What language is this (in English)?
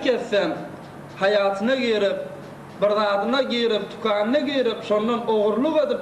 Turkmen